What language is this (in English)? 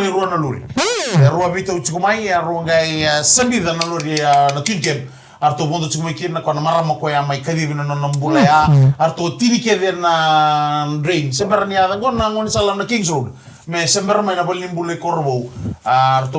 Fijian